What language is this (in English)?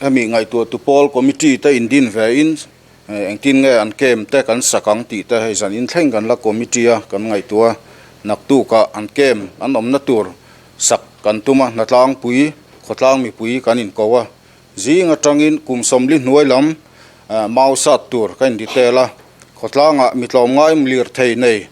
Mizo